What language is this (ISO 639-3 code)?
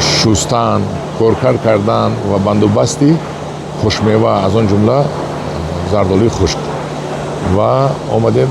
tgk